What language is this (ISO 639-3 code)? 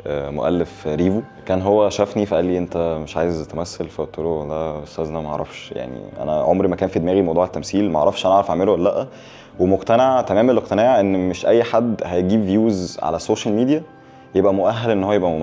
arz